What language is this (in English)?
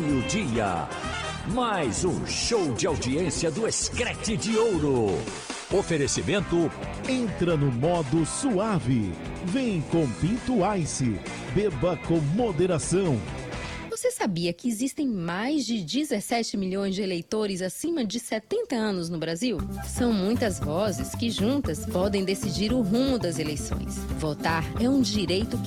Portuguese